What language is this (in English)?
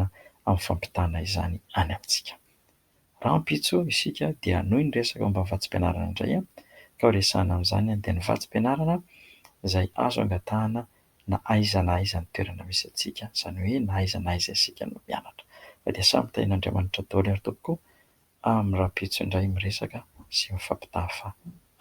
Malagasy